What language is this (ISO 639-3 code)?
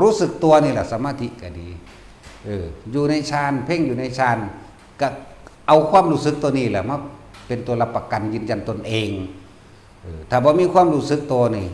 tts